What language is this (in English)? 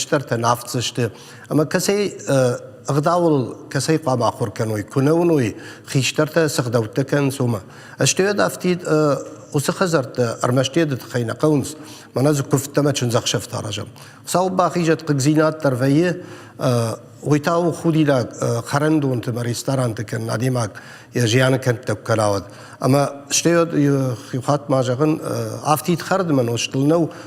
Ossetic